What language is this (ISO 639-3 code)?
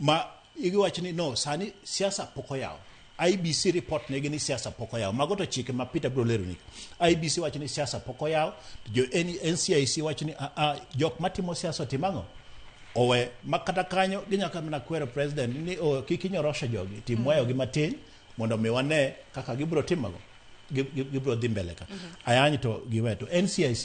luo